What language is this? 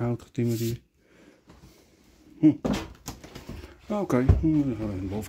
Dutch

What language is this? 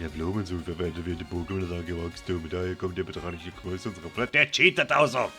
Swiss German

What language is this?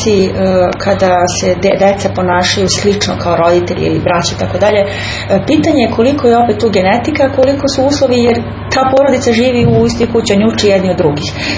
Serbian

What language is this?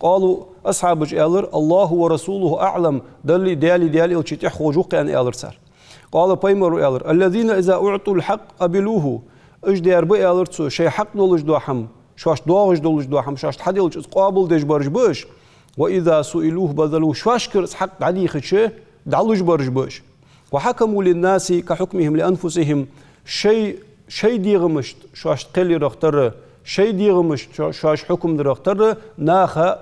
Ingush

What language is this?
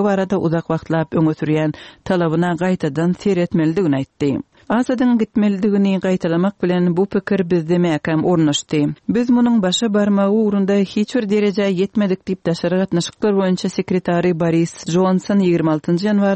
Turkmen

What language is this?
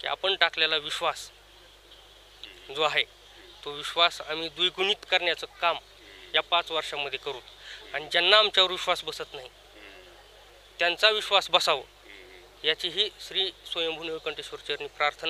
Marathi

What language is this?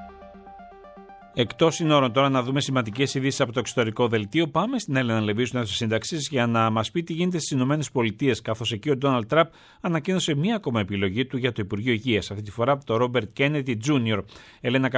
Greek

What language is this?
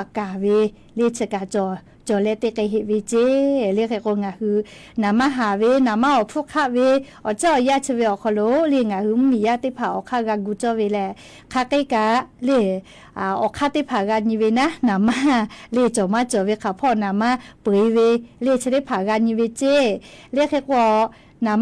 Lahu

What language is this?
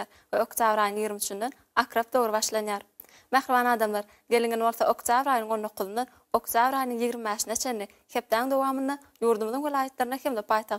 Turkmen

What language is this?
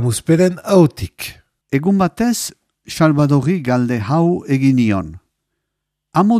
Basque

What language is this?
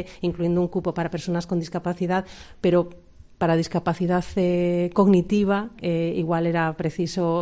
Galician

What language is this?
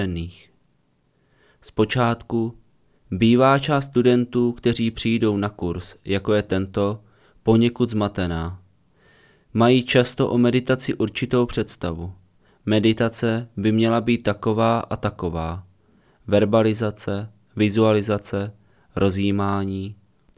Czech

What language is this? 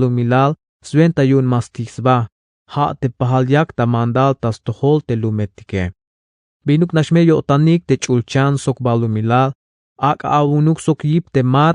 Tzeltal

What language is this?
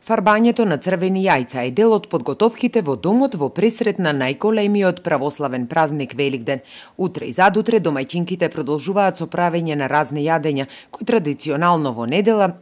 Macedonian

